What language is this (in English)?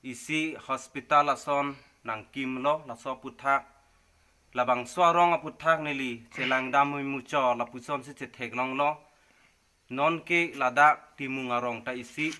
Karbi